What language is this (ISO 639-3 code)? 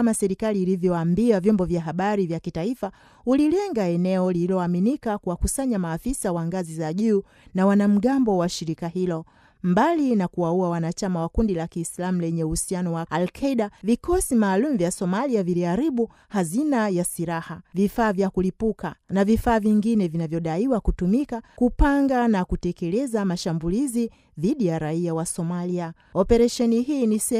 swa